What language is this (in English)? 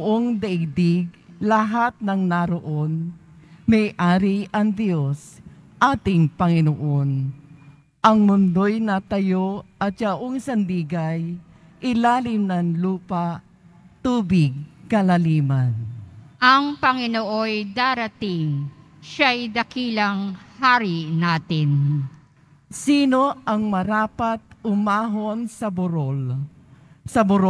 Filipino